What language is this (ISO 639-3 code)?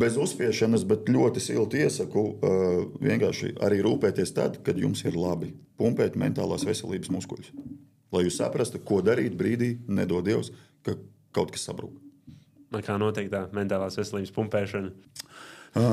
lav